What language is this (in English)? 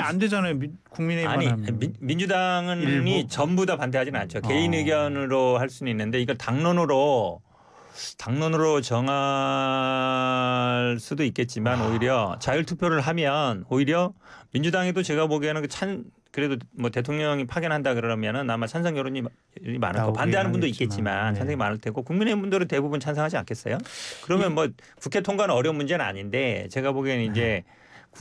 Korean